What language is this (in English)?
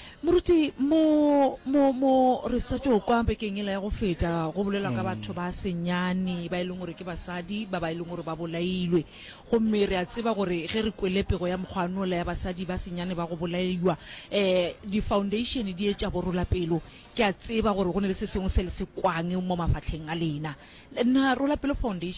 Northern Sotho